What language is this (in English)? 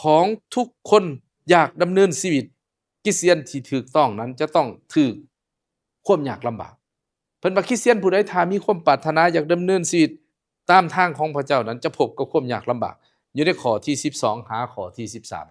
Lao